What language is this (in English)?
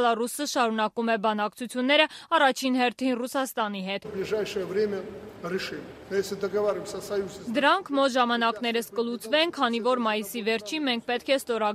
Armenian